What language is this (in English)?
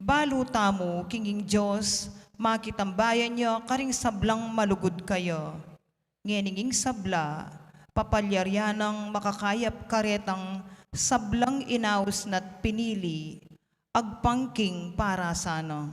Pampanga